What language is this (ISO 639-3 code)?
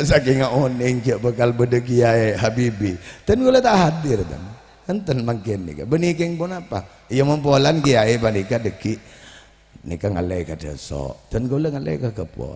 mad